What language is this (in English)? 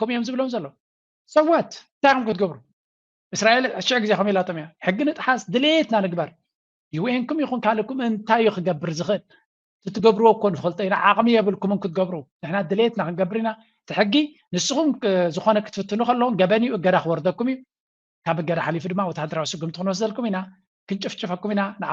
Tigrinya